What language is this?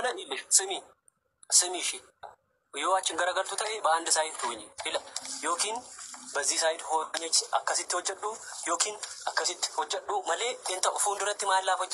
Oromo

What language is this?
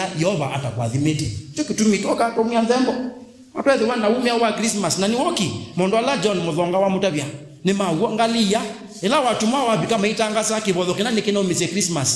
Kamba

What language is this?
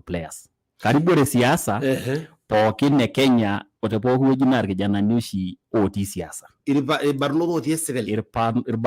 Masai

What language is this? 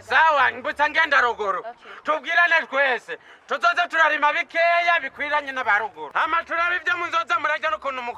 Rundi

